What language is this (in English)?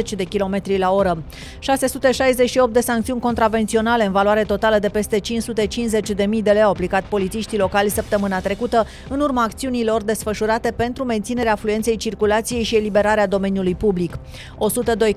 Romanian